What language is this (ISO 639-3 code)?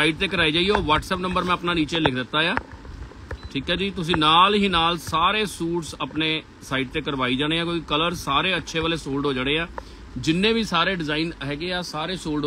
pan